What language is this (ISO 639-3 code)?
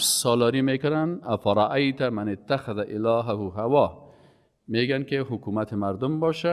fas